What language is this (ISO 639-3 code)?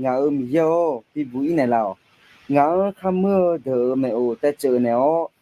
ahk